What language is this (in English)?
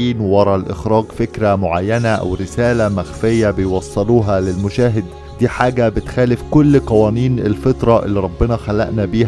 Egyptian Arabic